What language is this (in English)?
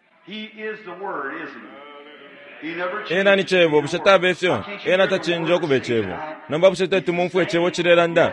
Bemba